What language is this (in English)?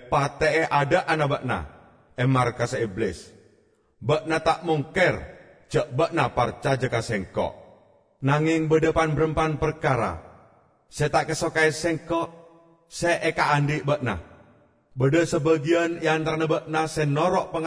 Madurese